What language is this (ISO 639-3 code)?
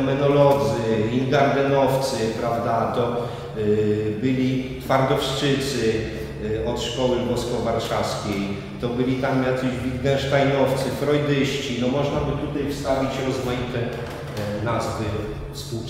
pol